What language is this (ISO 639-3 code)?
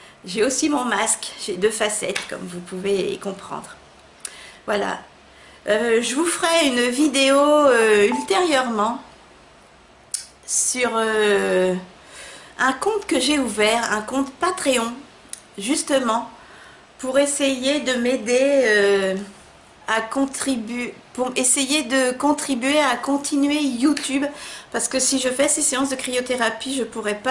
fra